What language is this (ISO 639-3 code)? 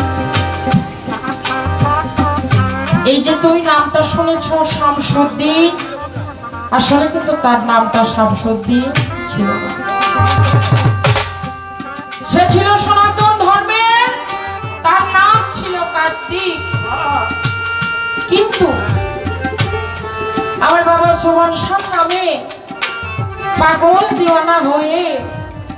ben